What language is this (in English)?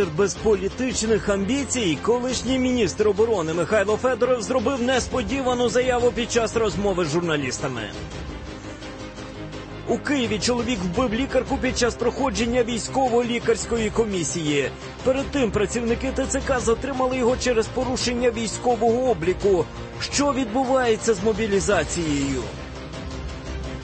Ukrainian